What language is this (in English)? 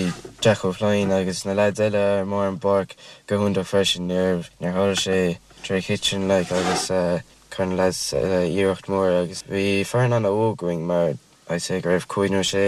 Irish